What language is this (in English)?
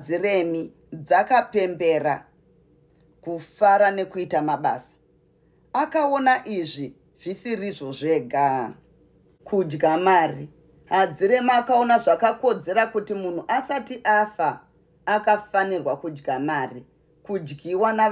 Shona